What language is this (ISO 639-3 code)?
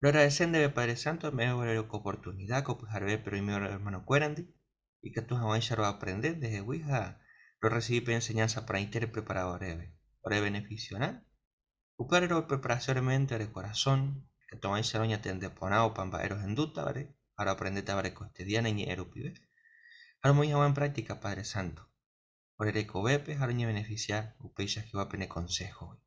grn